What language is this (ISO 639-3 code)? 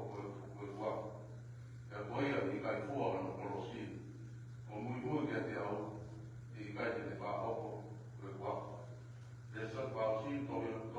ton